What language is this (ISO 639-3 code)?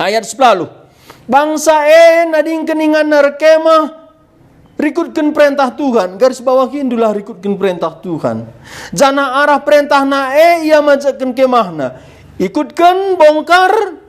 btx